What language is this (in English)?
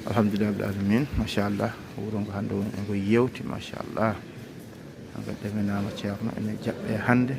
Fula